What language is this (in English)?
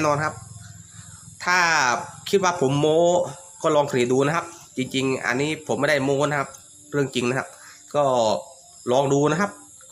Thai